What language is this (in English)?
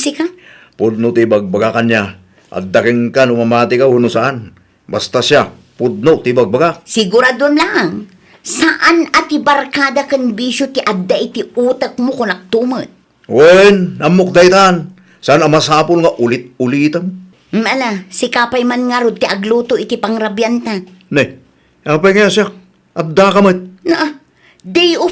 Iloko